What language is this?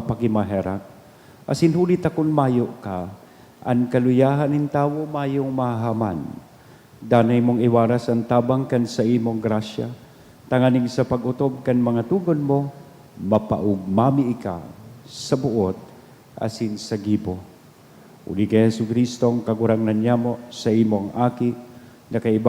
Bikol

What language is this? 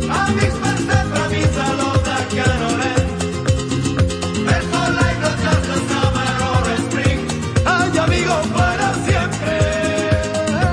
Catalan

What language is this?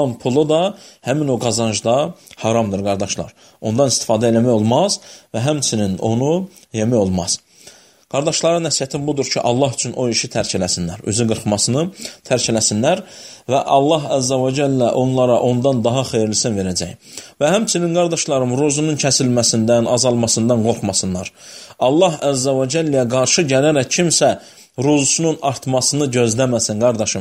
Azerbaijani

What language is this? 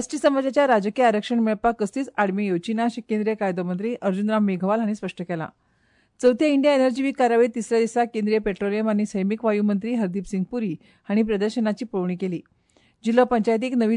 Konkani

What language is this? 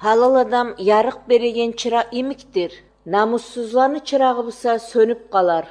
Kumyk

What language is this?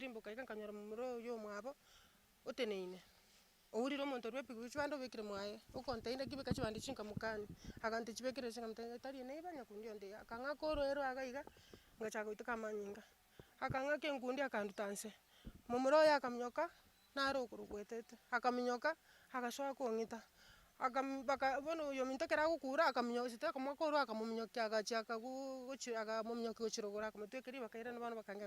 Gusii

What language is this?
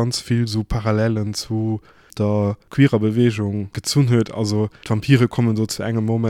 Luxembourgish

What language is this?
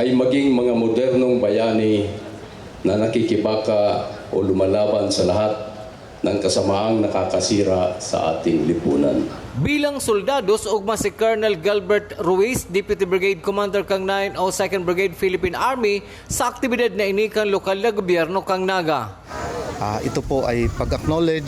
Bikol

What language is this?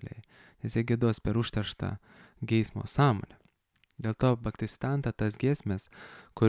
Lithuanian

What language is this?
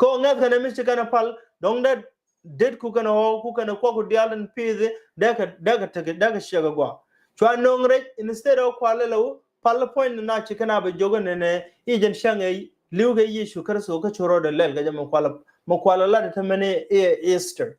Nuer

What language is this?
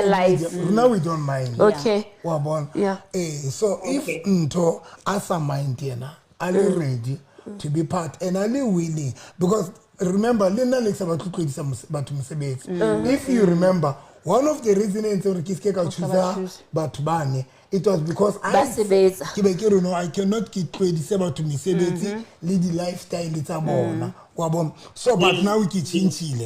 Southern Sotho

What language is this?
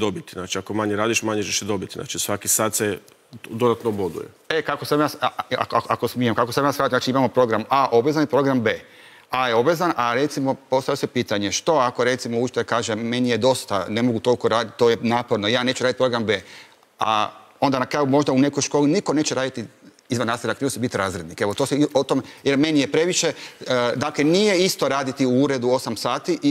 Croatian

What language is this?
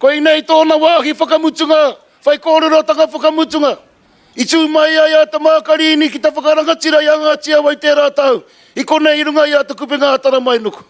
Māori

